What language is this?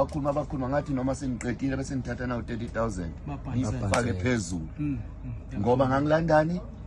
Zulu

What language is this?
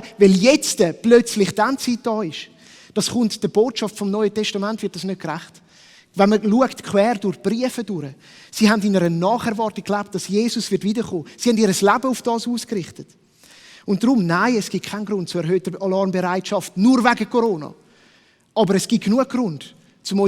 Swiss German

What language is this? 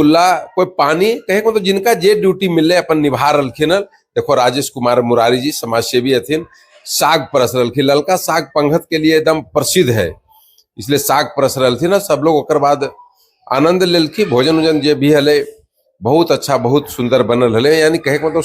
Magahi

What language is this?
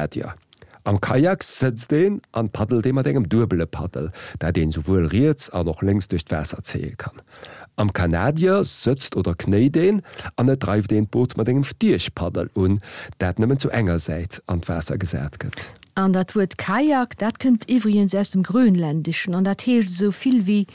Luxembourgish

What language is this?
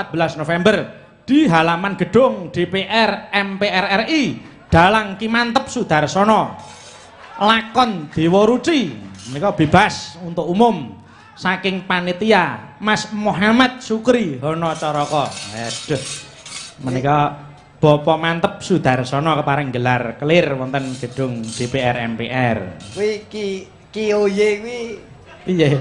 Javanese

